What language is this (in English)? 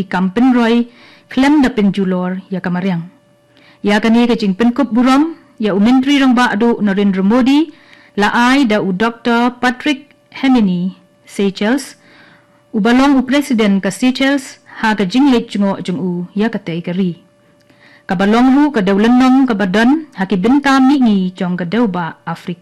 Khasi